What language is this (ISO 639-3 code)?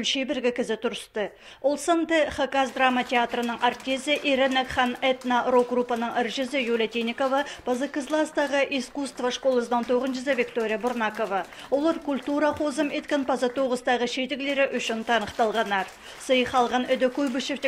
kjh